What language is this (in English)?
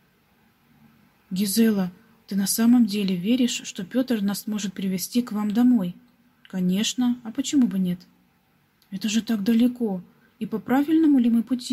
Russian